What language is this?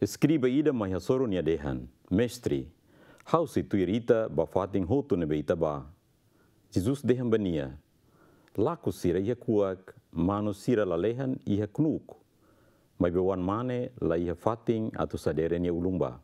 Tetum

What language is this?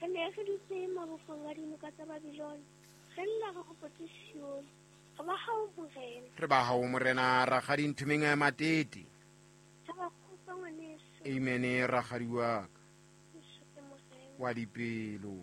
Southern Sotho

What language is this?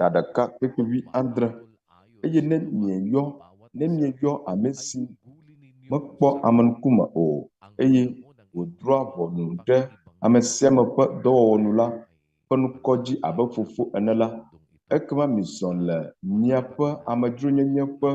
Ewe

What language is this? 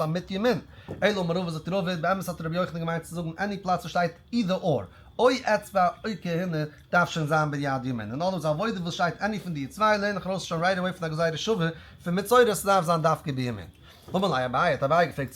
Yiddish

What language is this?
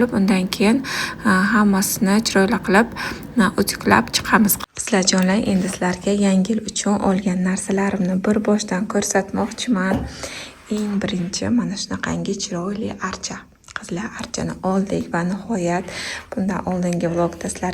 Uzbek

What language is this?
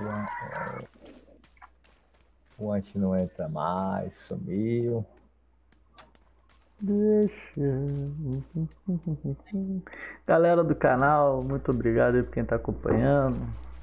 Portuguese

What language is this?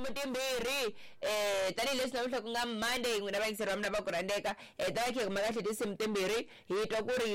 Tsonga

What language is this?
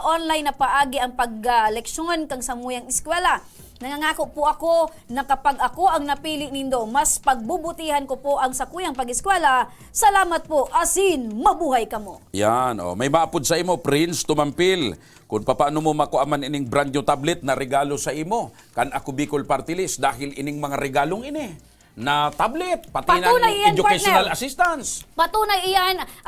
Bikol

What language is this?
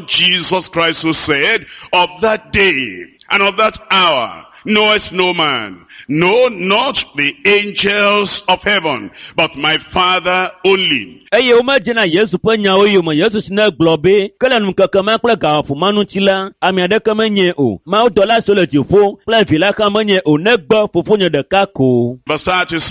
Ewe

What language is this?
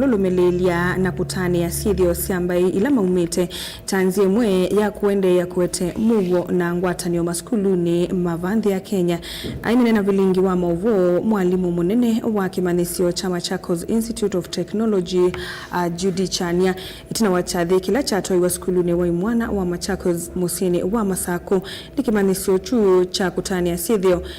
Kamba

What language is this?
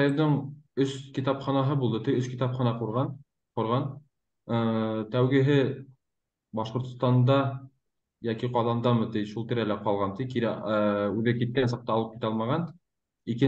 Bashkir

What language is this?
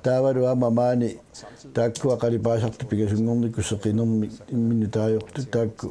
Kalaallisut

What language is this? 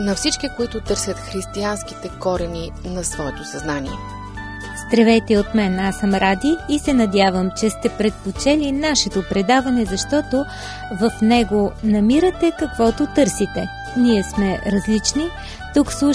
Bulgarian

